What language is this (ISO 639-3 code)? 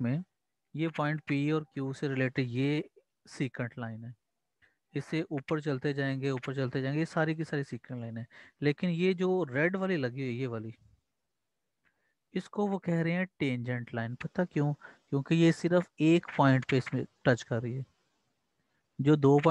hin